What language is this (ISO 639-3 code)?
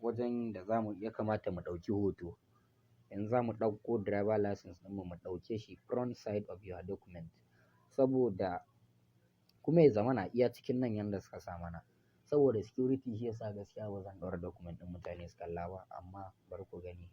hau